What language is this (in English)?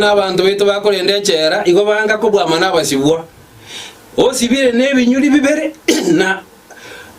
Gusii